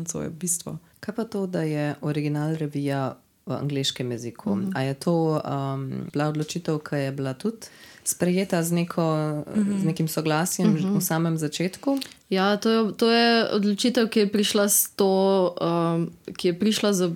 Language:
Slovenian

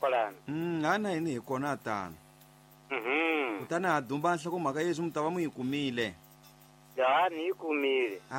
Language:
Tsonga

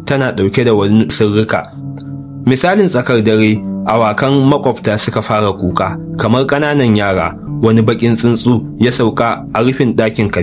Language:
Hausa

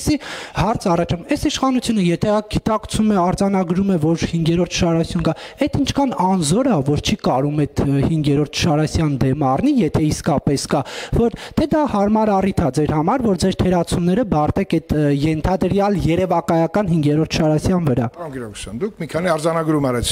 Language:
Armenian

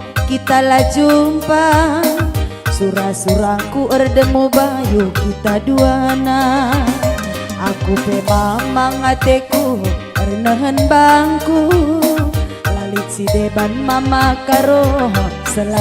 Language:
Batak Karo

